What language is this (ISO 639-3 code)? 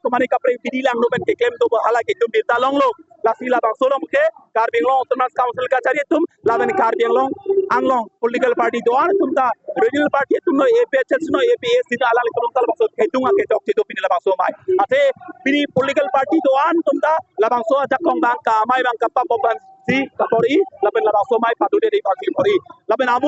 mjw